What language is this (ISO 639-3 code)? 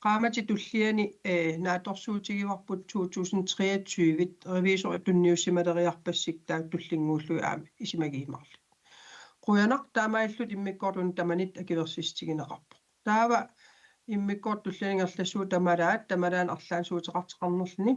kal